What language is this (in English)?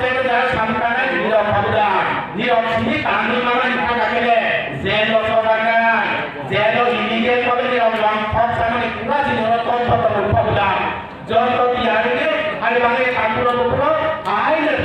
Kok Borok